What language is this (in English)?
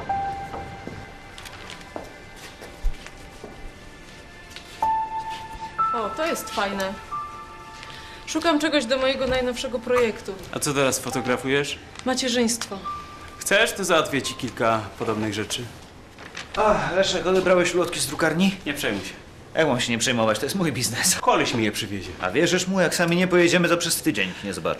Polish